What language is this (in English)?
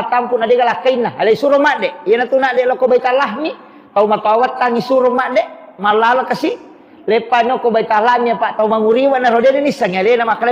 Buginese